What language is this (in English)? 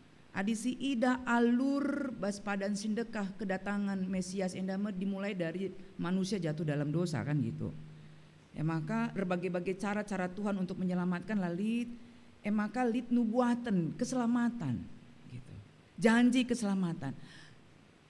Batak Karo